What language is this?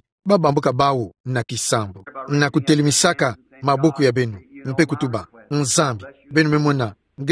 Kituba (Democratic Republic of Congo)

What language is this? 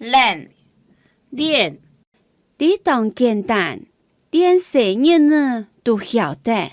Hakka Chinese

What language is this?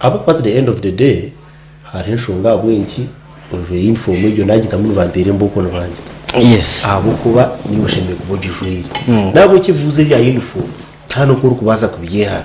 Nyankole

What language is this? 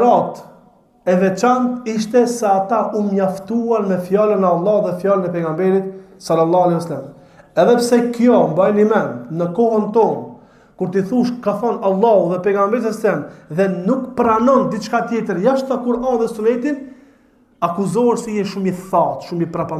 Albanian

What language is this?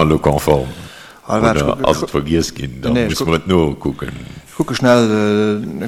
Luxembourgish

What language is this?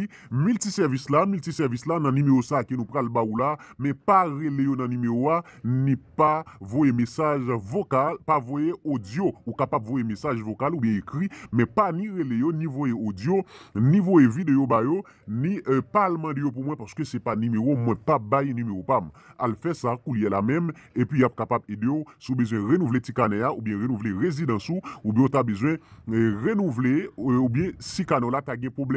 Haitian Creole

